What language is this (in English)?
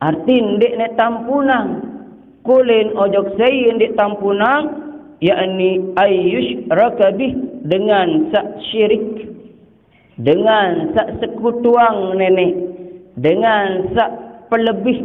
Sasak